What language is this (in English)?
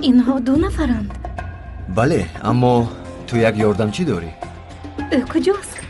Tajik